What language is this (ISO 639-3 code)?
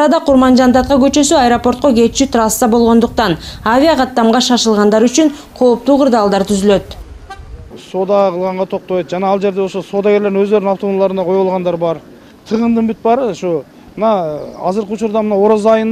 kir